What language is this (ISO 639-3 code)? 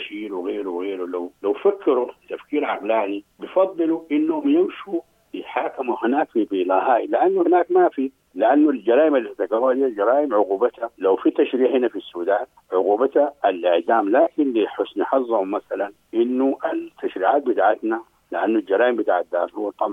apd